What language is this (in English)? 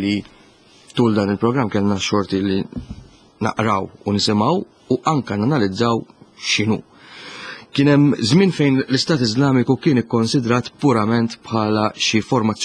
Maltese